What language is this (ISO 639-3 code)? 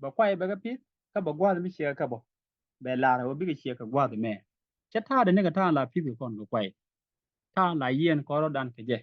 nus